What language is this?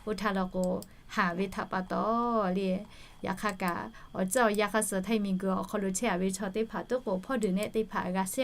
Lahu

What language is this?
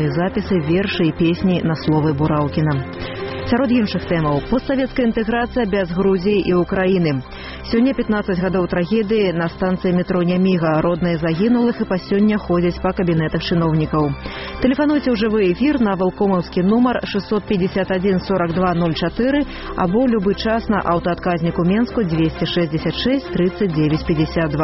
Belarusian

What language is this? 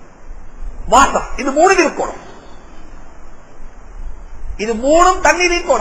Tamil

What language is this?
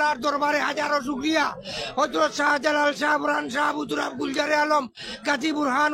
Sylheti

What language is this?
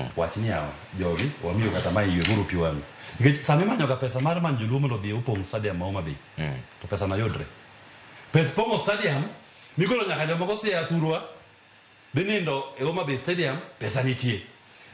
Luo (Kenya and Tanzania)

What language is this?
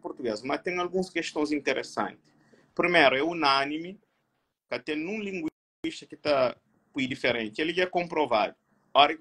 Kabuverdianu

